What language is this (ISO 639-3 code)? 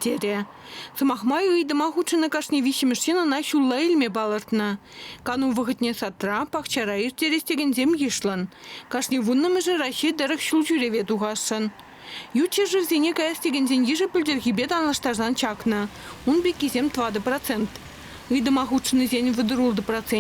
chv